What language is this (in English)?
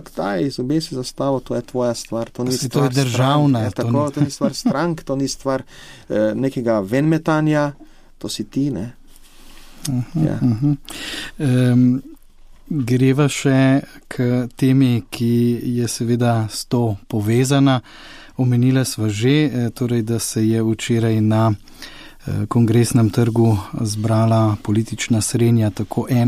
Slovenian